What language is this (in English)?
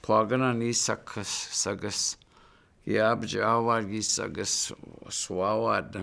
Chippewa